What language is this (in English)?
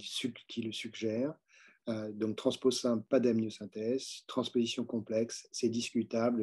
French